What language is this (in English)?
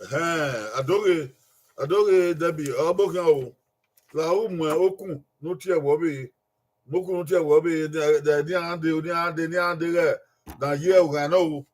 Bini